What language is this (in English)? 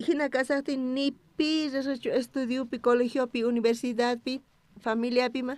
South Bolivian Quechua